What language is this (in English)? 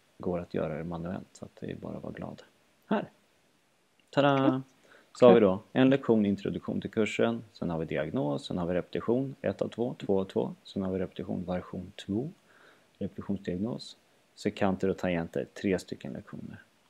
Swedish